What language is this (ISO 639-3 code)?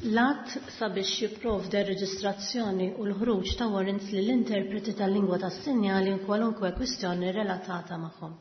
mlt